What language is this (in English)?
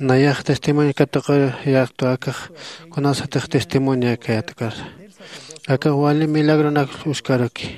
Aymara